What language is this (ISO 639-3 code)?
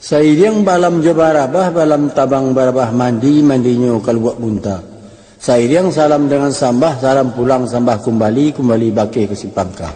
min